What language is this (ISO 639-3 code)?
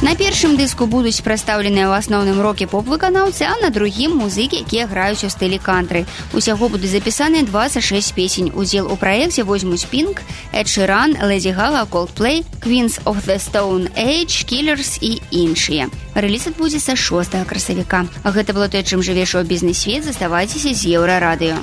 bel